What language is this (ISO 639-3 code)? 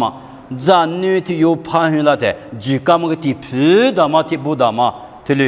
lis